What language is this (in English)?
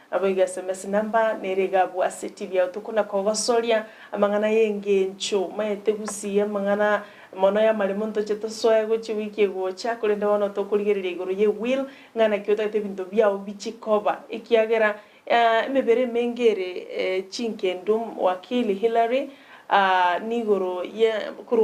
Gusii